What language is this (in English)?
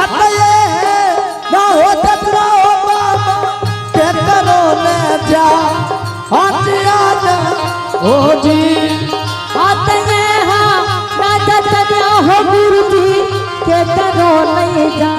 Angika